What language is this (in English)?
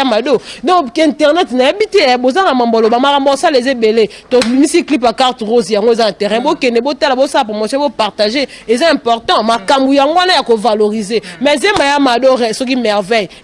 Lingala